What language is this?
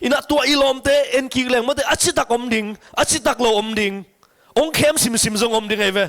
Tedim Chin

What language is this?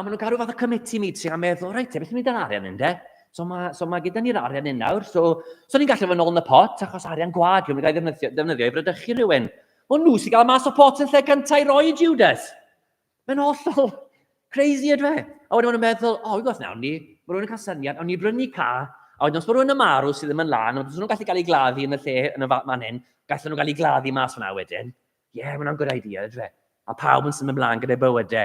Welsh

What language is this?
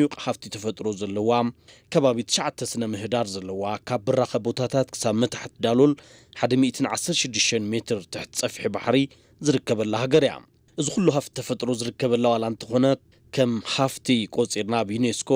Tigrinya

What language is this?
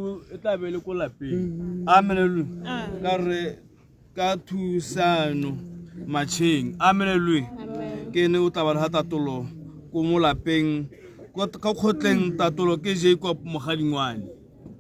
Tswana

